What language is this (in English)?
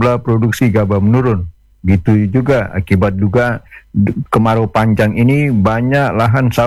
Indonesian